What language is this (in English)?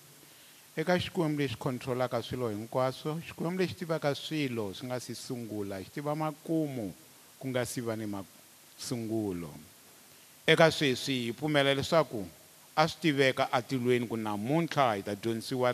Tsonga